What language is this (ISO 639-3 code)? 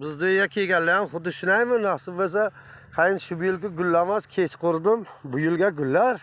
uzb